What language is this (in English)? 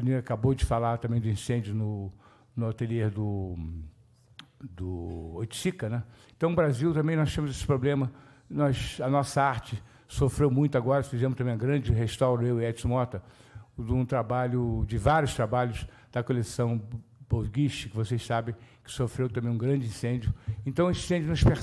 Portuguese